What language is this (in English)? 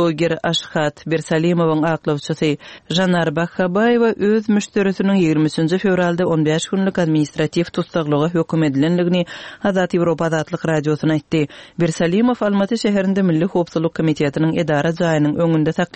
Turkmen